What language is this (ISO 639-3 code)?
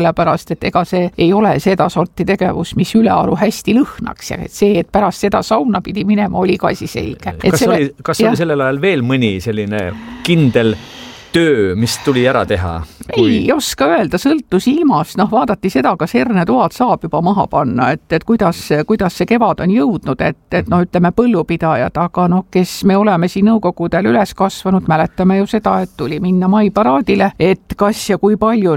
est